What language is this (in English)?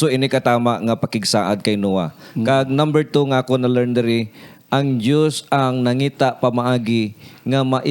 Hiligaynon